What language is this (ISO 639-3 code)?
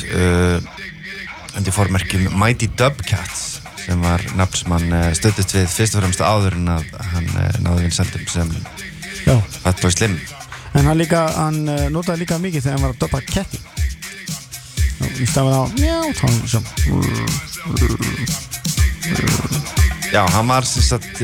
isl